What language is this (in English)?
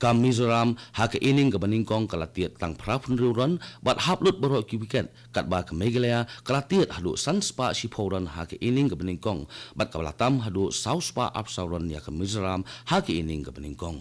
Khasi